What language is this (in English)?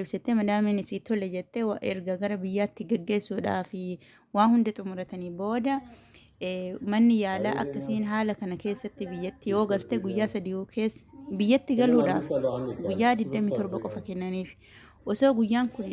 Oromo